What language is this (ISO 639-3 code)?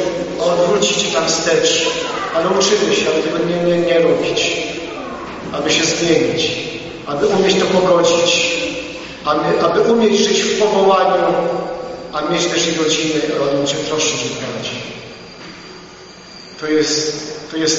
pol